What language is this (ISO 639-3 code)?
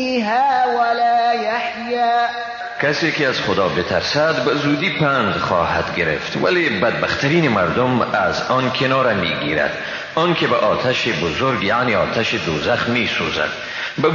fas